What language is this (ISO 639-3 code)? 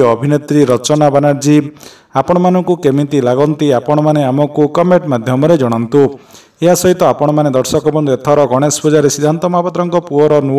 ori